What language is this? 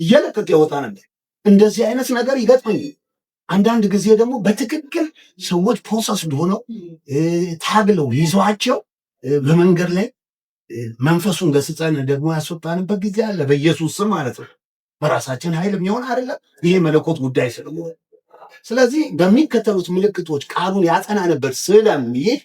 Amharic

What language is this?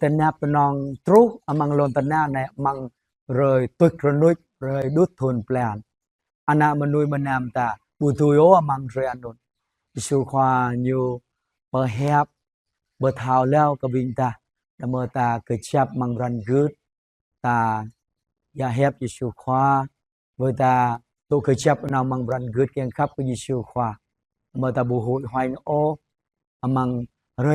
Jarai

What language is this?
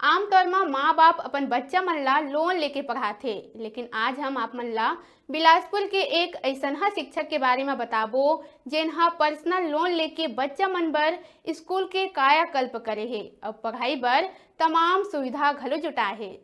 Chhattisgarhi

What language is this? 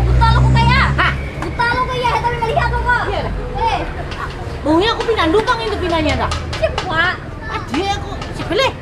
Banjar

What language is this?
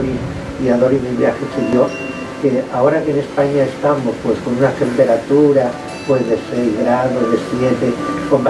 Spanish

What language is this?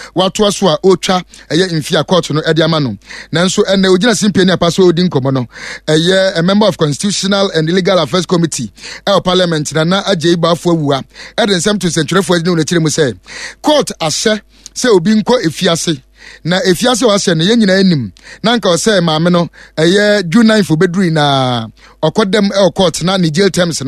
Akan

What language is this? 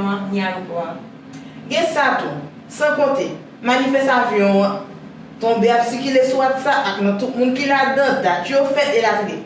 Haitian Creole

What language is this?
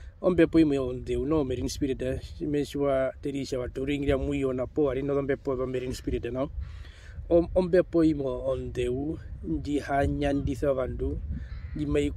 Herero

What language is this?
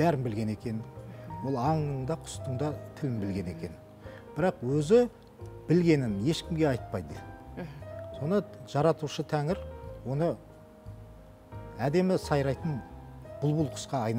Kazakh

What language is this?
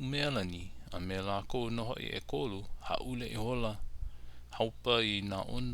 Hawaiian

